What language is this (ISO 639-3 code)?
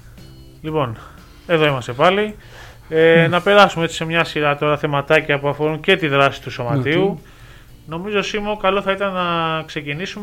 ell